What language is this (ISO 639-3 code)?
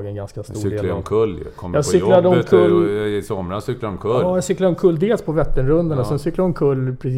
swe